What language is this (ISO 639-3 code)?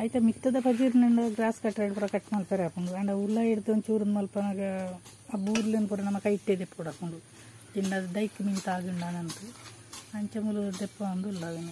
tcy